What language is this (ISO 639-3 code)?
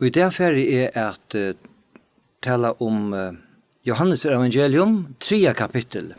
fao